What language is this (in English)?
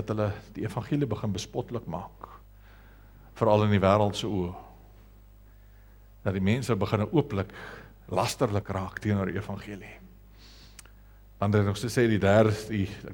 Afrikaans